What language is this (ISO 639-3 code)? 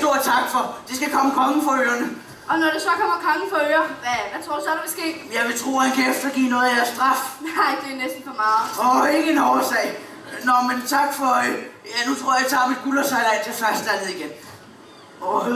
dan